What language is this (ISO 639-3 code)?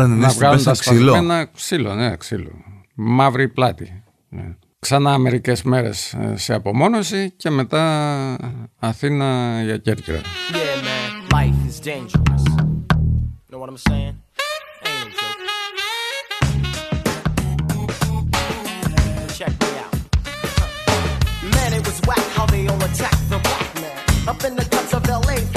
ell